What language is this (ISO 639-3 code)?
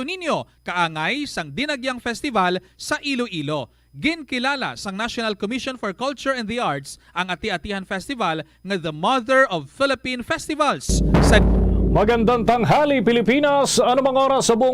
hil